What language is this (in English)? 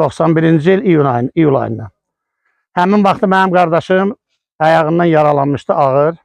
Azerbaijani